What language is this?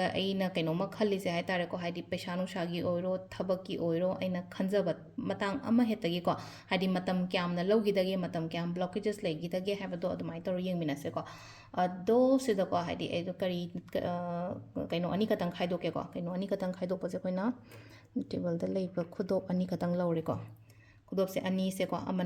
Manipuri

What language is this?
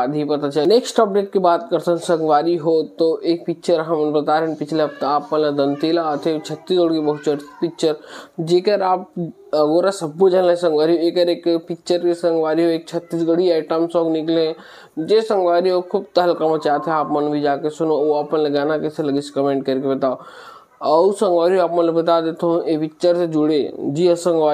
Chhattisgarhi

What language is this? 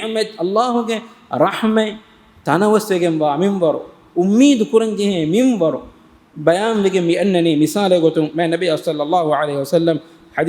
Divehi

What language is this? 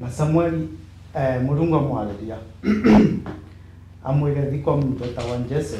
Meru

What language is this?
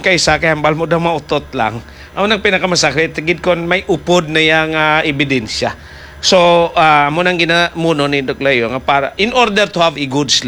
Hiligaynon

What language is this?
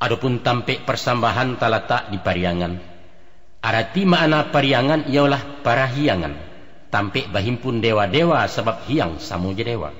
Minangkabau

